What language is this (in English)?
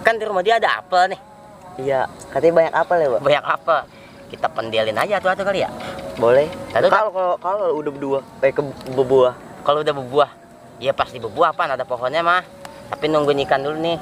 Betawi